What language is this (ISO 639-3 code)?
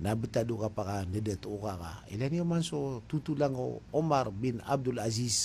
mrw